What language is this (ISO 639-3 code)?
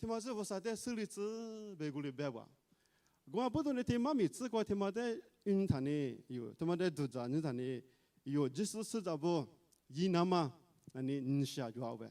lis